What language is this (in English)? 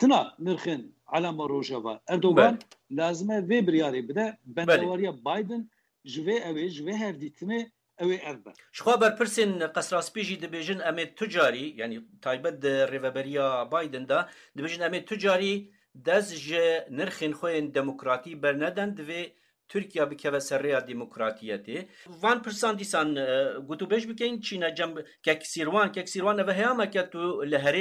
Kurdish